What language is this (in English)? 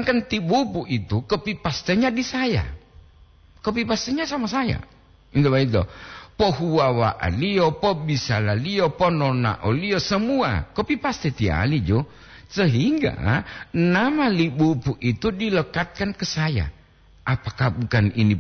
Gorontalo